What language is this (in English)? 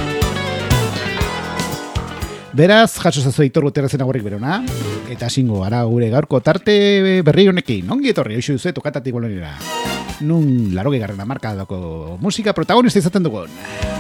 Basque